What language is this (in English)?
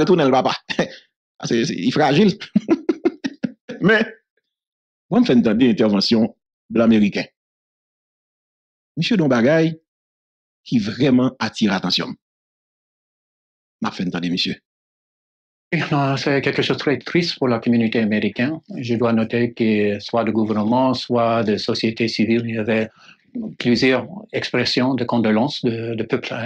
French